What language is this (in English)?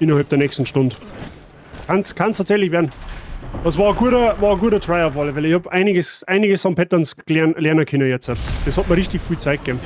Bavarian